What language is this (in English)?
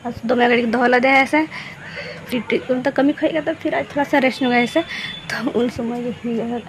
Santali